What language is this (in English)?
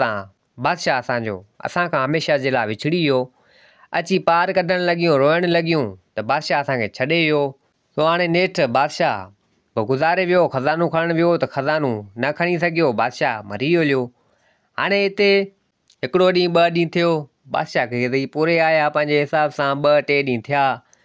Sindhi